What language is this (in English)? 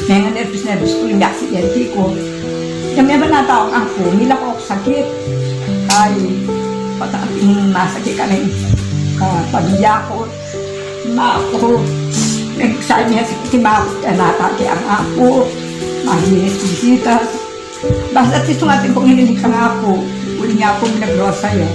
Pampanga